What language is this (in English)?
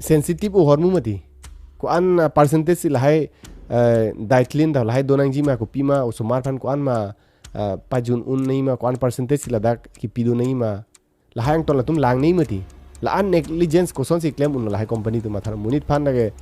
Karbi